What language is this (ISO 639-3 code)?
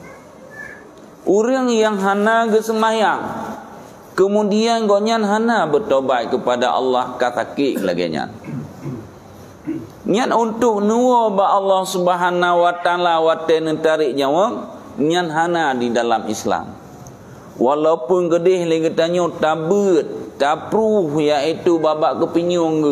ace